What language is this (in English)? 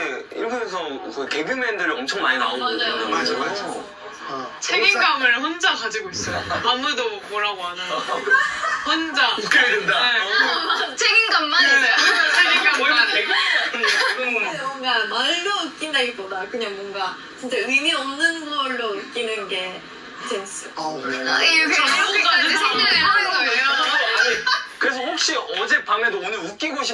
Korean